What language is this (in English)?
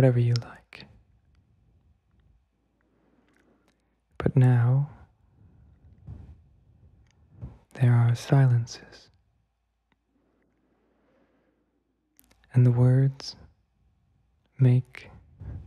English